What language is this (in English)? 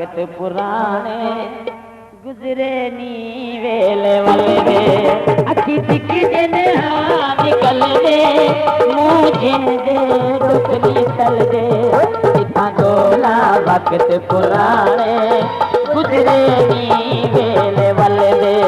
Saraiki